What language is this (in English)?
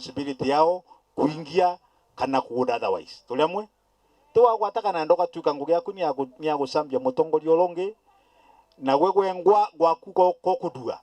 Meru